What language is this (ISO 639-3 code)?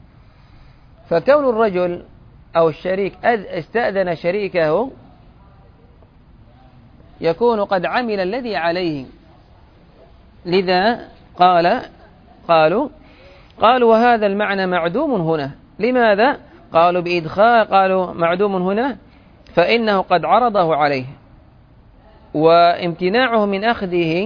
ara